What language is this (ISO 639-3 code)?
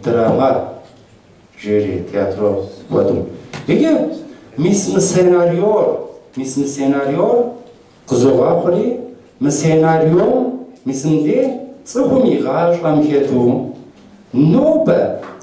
kbd